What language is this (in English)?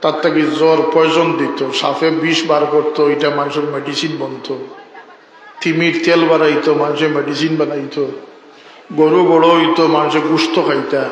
Sylheti